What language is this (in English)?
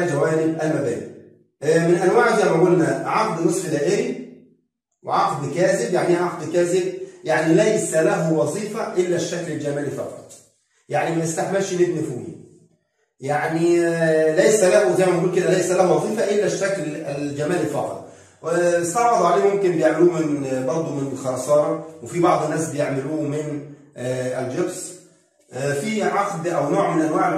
Egyptian Arabic